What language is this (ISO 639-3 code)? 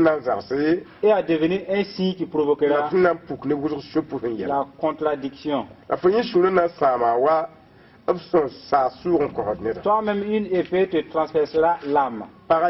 mos